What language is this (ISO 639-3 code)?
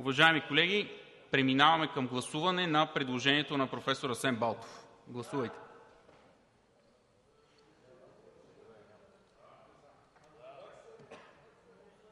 bul